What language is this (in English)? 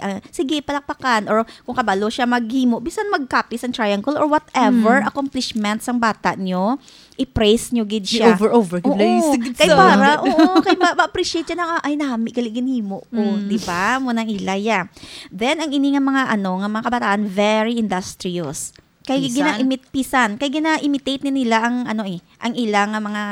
Hiligaynon